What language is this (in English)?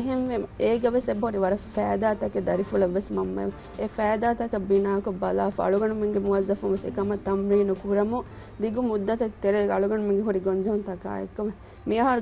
Divehi